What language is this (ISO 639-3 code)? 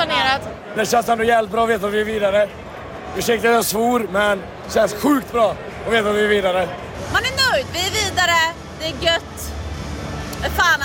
swe